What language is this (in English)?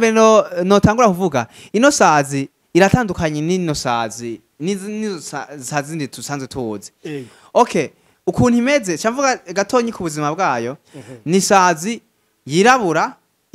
Rundi